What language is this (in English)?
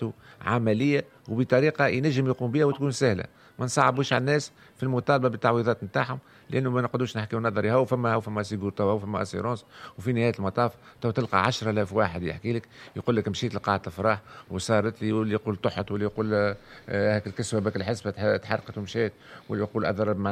Tunisian Arabic